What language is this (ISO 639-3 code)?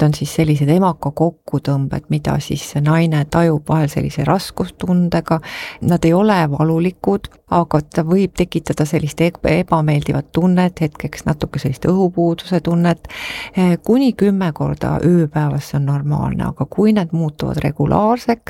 est